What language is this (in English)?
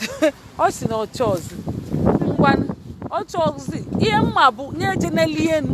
Igbo